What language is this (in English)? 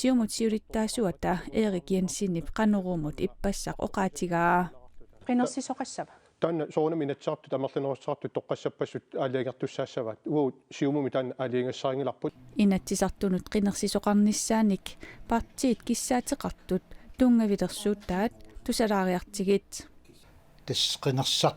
Kalaallisut